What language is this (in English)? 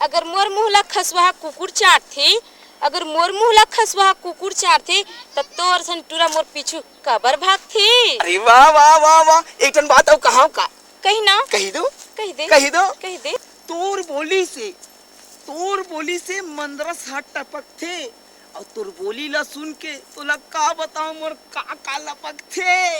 Chhattisgarhi